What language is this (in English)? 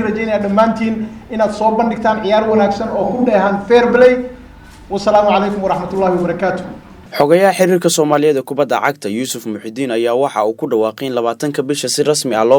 Somali